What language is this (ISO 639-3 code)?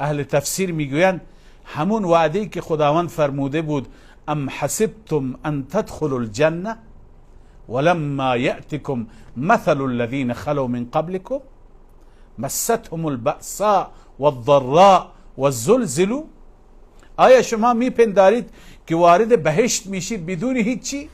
fas